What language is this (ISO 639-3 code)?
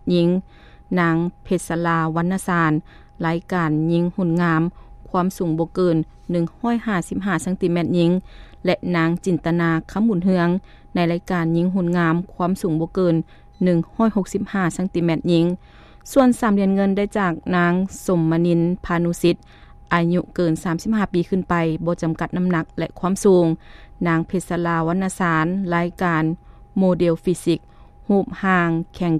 lao